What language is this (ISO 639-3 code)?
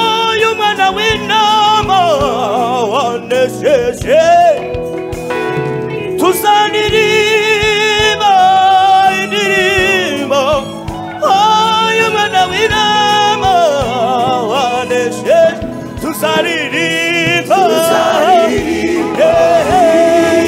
kin